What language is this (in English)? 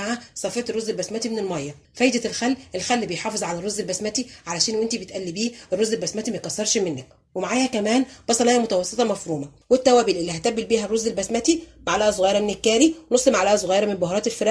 Egyptian Arabic